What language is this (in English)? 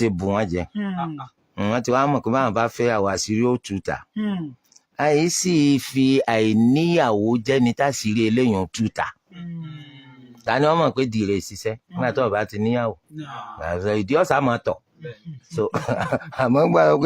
Yoruba